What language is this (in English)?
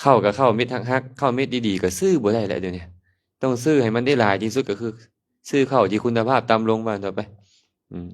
Lao